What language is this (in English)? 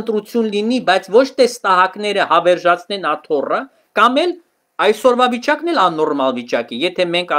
Armenian